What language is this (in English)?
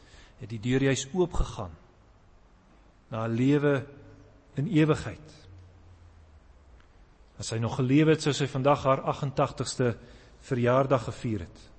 Afrikaans